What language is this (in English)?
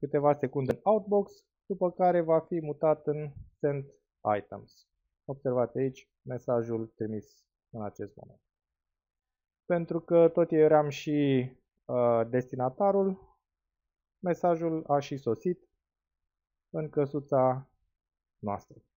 Romanian